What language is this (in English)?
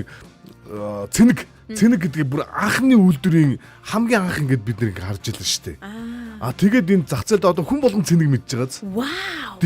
Mongolian